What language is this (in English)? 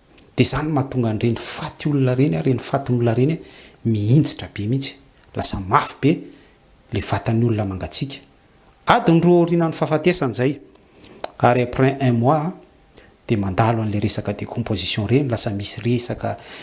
Malagasy